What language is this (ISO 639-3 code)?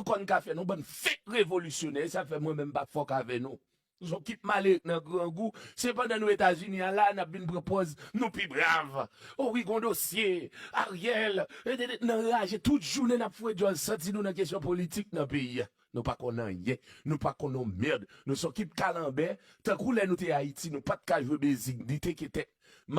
hat